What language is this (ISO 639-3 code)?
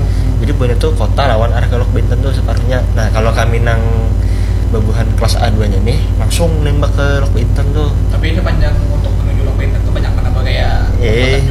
bjn